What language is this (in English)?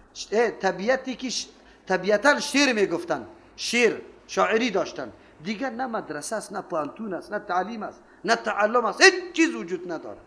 Persian